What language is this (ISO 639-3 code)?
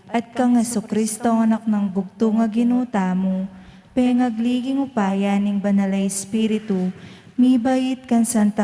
pam